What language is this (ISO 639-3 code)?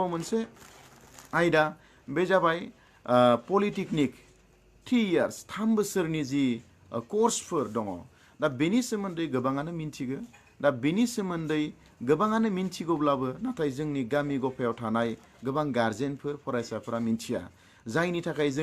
brx